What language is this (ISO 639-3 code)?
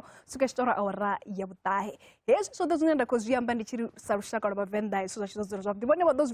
ven